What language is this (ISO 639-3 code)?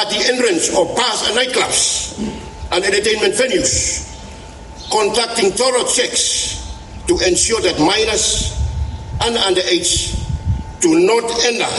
bis